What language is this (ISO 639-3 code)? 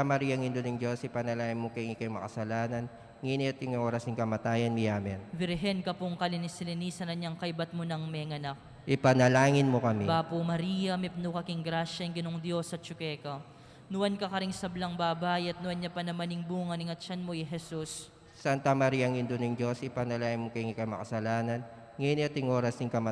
pam